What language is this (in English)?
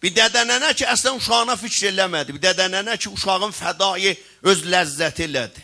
South Azerbaijani